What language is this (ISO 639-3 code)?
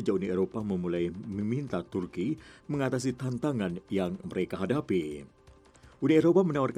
ind